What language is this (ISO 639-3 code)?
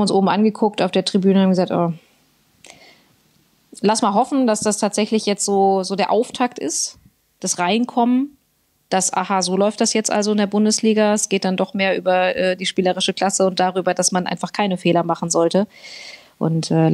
deu